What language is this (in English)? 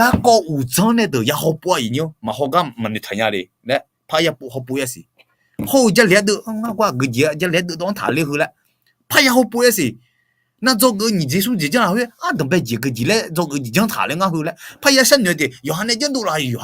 Akha